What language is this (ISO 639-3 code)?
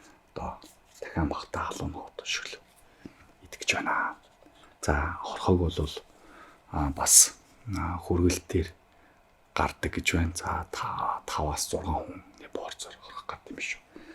mon